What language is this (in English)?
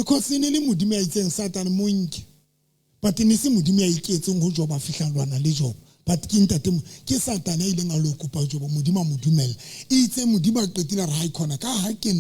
Southern Sotho